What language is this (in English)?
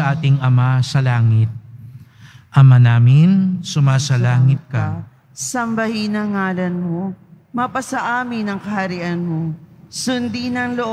Filipino